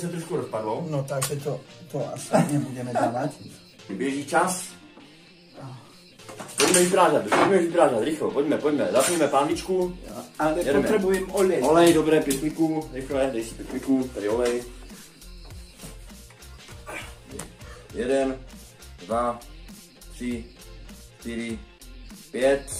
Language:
Czech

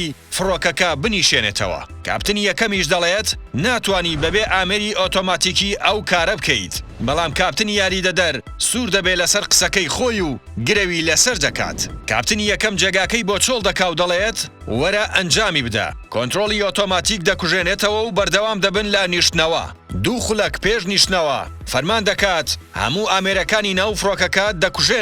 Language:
Central Kurdish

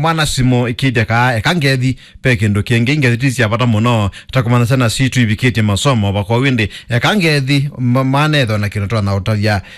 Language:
Kamba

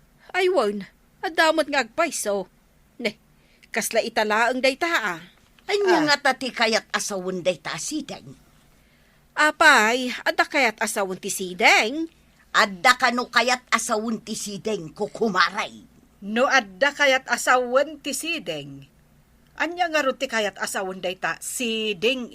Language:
Iloko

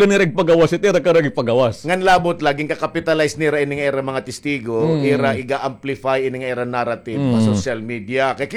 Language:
Waray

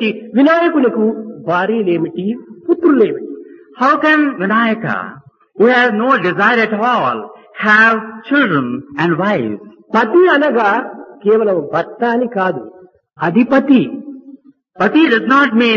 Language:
Telugu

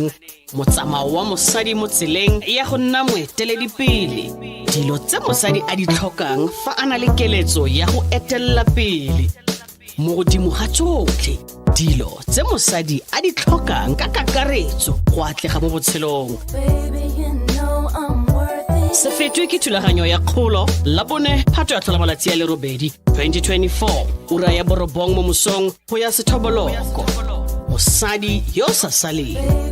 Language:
Tswana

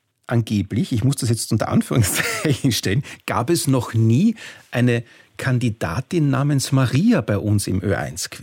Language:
German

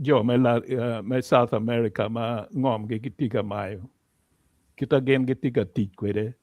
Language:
Acoli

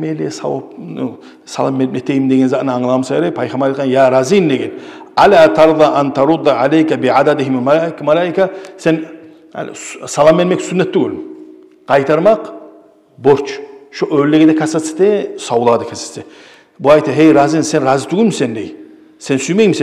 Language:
Kumyk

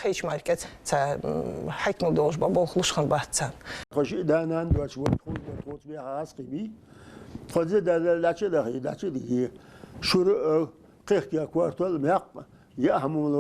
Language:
Ingush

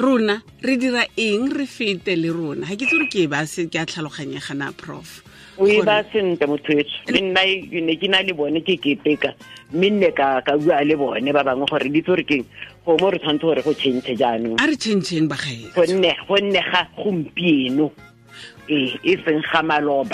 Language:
Tswana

